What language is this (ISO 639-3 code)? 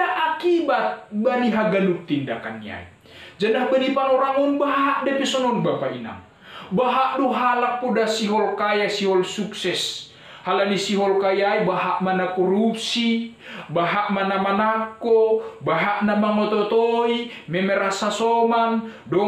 bts